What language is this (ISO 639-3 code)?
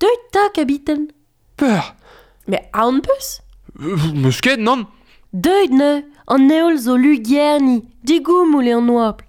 bre